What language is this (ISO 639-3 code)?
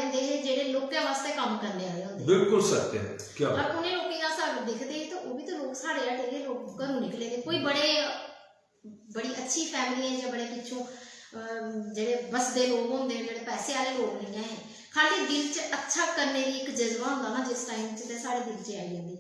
doi